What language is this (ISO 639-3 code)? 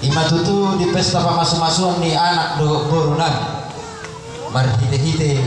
bbc